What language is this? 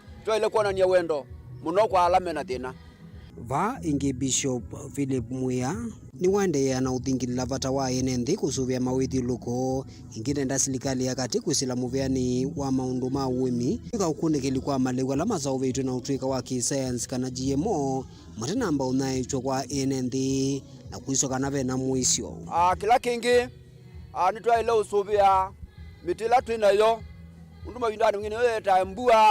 Kamba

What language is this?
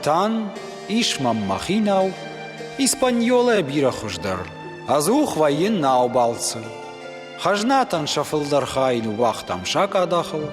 Ossetic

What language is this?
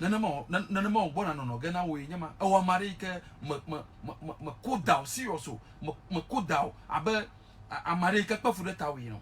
Ewe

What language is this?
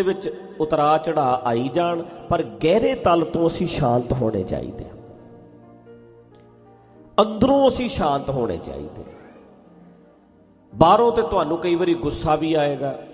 Punjabi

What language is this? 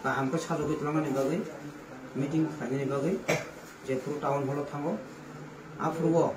Kok Borok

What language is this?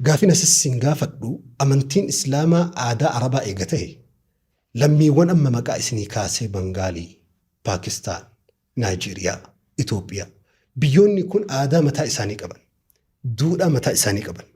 Oromo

